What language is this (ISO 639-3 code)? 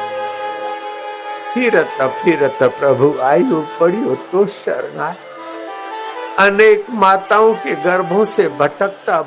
hin